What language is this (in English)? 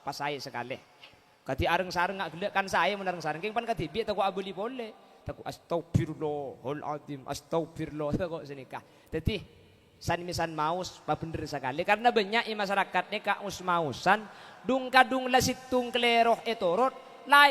Madurese